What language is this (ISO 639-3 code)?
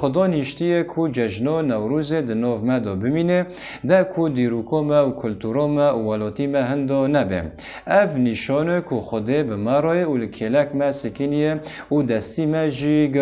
kur